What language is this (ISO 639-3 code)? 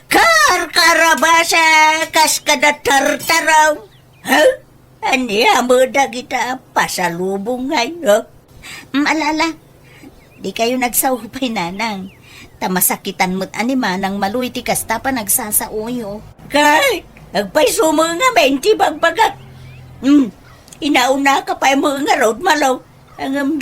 ilo